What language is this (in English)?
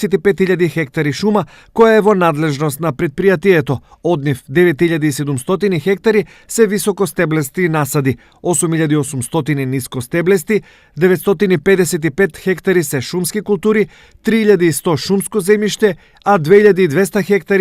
Macedonian